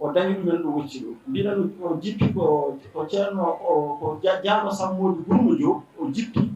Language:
Fula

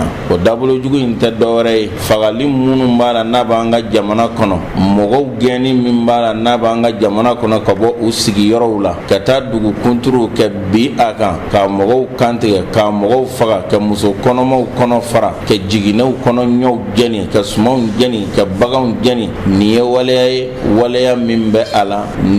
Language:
Bambara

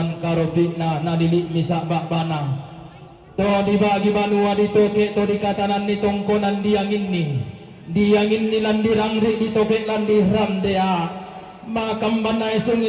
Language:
Toraja-Sa'dan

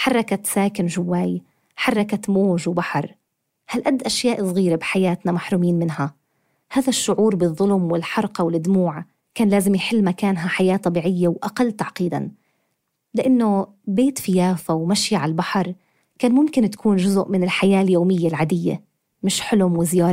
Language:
North Levantine Arabic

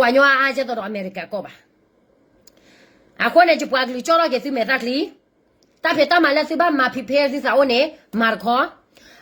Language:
S'gaw Karen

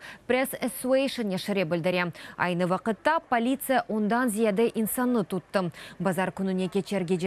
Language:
Crimean Tatar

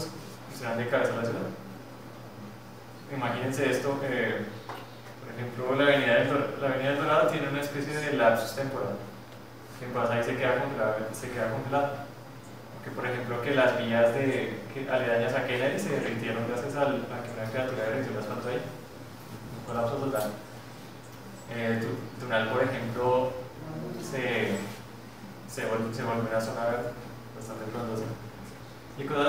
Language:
Spanish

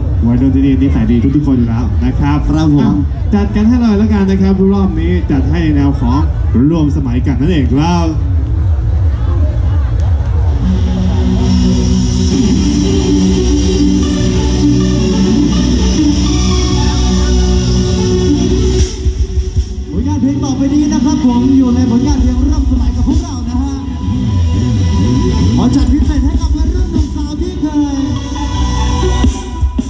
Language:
Thai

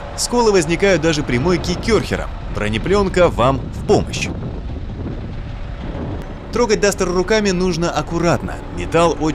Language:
Russian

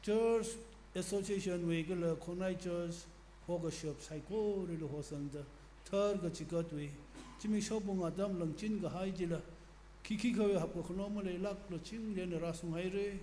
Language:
Tangkhul Naga (India)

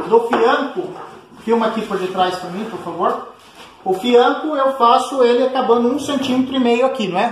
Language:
Portuguese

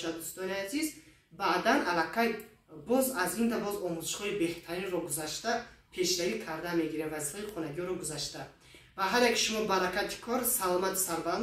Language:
Tajik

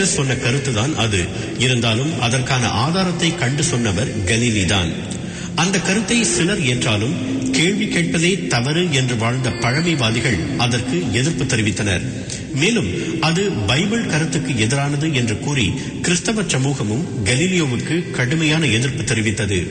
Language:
Tamil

